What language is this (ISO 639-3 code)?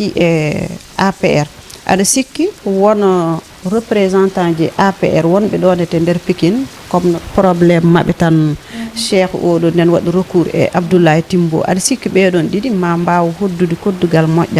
ful